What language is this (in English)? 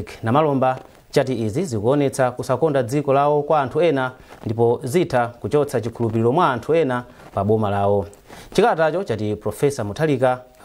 Nyanja